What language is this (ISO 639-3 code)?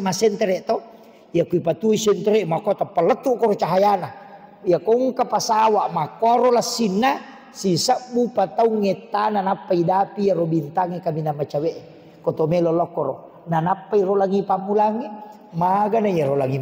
bug